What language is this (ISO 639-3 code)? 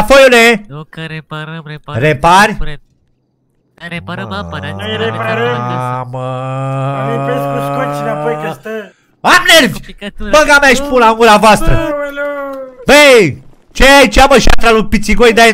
ron